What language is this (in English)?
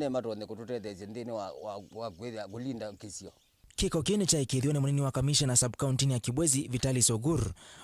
Kamba